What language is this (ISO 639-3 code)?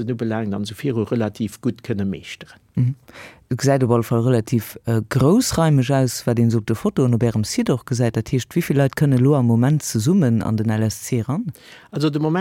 ltz